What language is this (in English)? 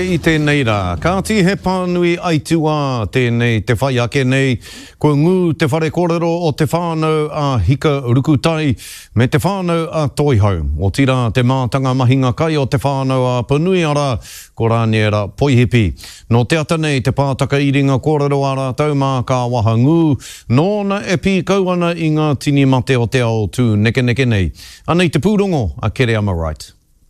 Māori